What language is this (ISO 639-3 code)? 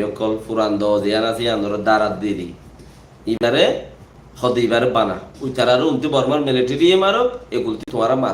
rhg